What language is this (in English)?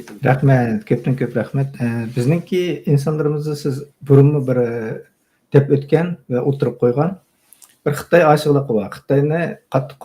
Uyghur